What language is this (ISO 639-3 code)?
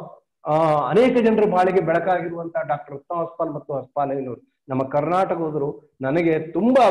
kan